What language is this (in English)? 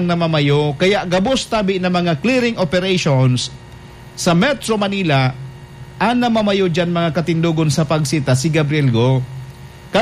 Bikol